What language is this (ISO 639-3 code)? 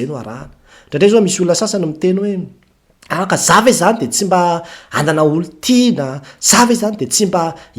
mlg